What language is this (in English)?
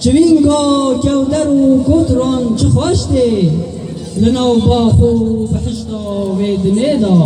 Kurdish